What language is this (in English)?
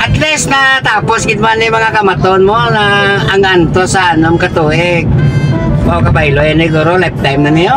Hiligaynon